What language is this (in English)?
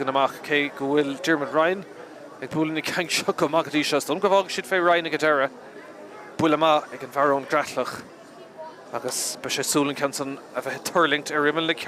Irish